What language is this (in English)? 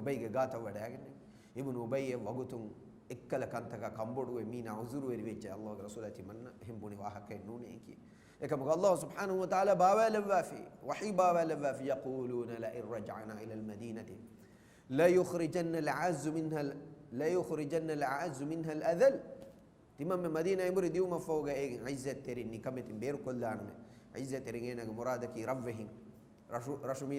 Divehi